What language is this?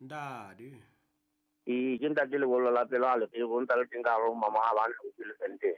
Southern Sotho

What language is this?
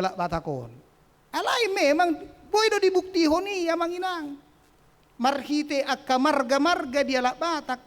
Batak Toba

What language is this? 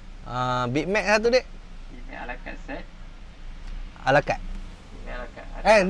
Malay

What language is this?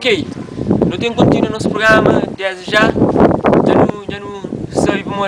Kabuverdianu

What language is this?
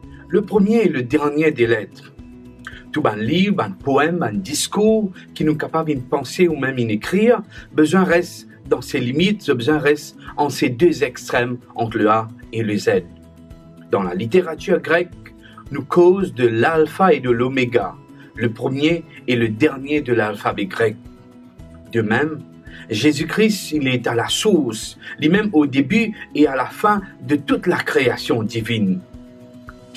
Morisyen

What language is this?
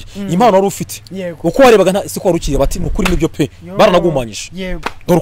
Kinyarwanda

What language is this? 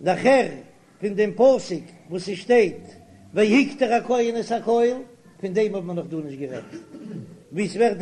Yiddish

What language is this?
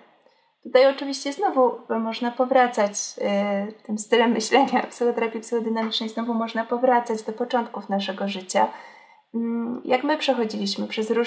Polish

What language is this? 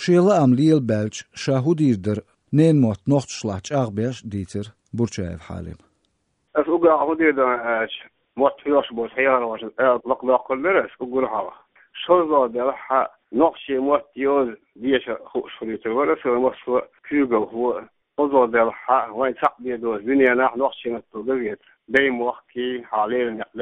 Chechen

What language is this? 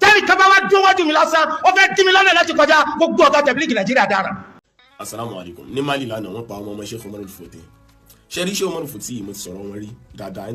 Yoruba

